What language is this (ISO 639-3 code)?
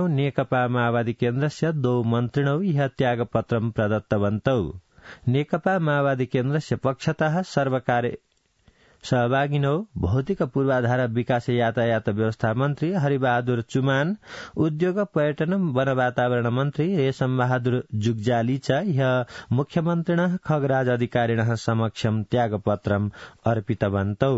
san